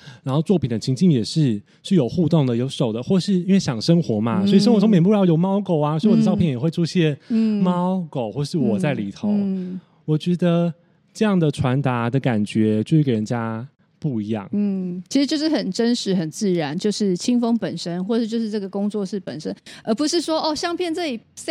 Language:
Chinese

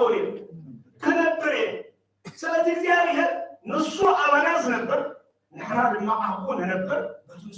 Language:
Tigrinya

